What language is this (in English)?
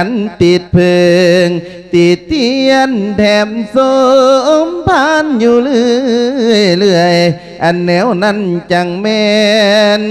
Lao